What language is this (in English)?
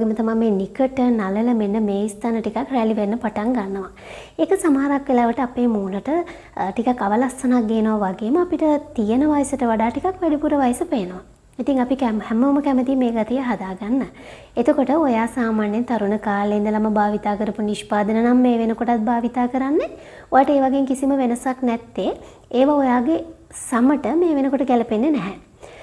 Sinhala